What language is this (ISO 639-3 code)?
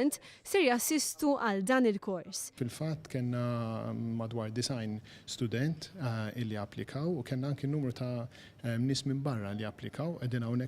mlt